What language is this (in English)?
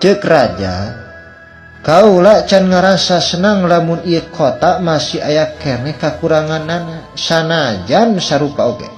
Sundanese